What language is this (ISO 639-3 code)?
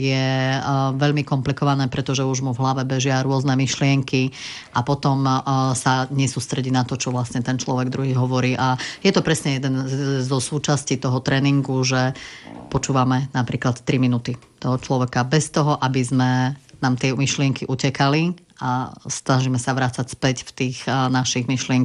slk